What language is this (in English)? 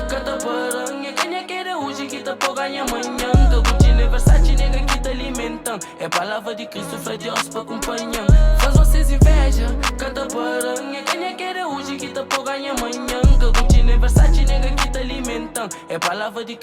Kabuverdianu